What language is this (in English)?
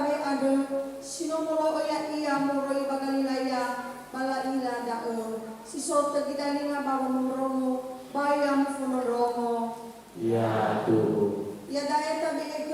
Nias